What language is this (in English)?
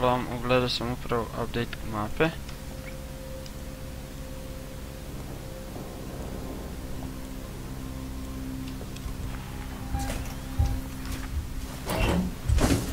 Croatian